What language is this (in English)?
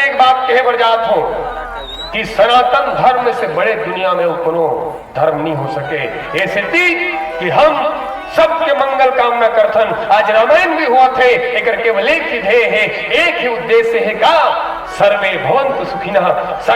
Chhattisgarhi